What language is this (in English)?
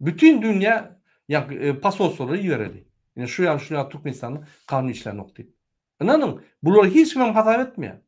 Turkmen